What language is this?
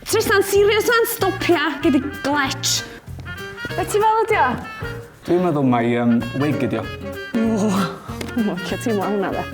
Welsh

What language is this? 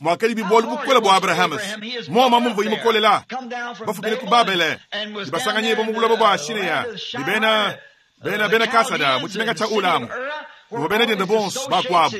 Luba-Lulua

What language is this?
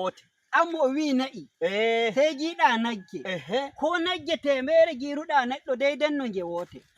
Nigerian Fulfulde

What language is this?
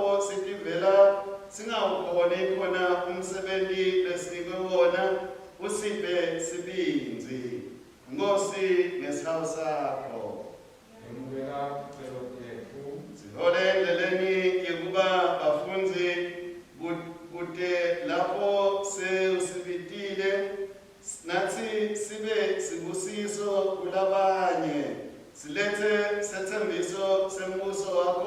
Swati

